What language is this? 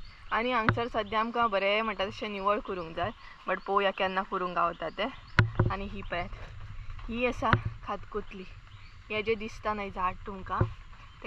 Konkani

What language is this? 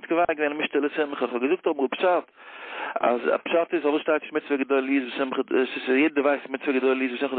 Yiddish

